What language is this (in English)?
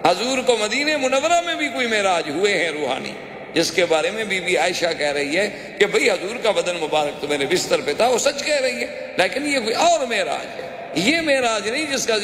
Urdu